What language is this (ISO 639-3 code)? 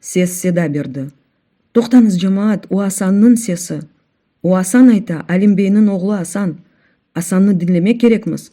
crh